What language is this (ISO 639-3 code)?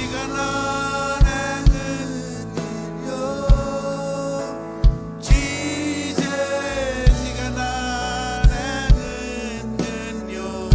mah